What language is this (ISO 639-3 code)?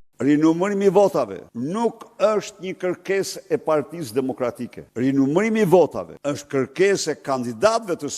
sqi